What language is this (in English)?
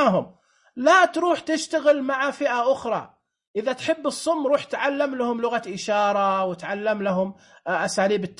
Najdi Arabic